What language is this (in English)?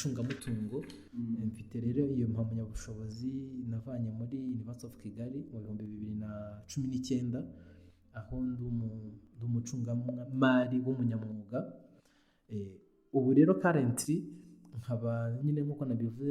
Kinyarwanda